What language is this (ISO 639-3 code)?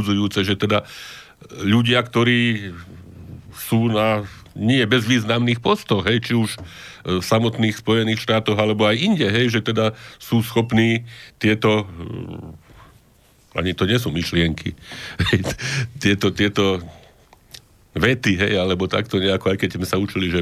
slk